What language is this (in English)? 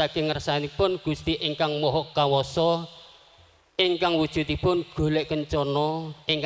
Javanese